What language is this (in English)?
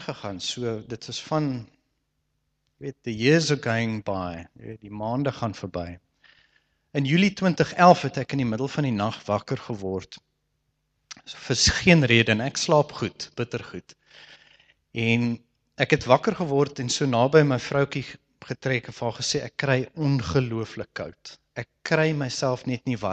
Afrikaans